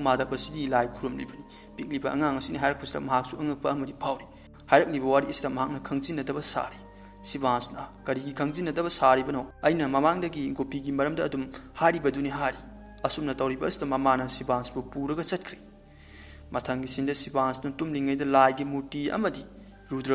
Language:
Manipuri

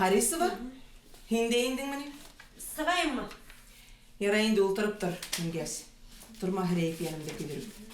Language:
Bashkir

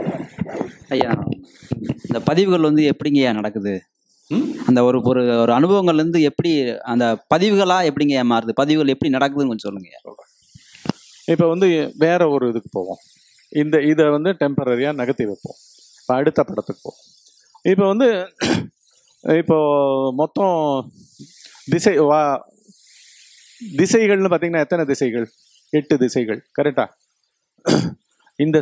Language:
Tamil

